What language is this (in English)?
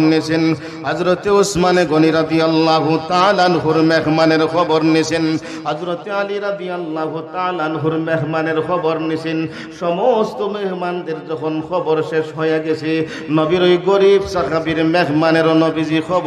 Sylheti